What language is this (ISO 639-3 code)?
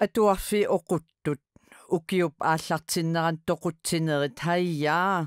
kal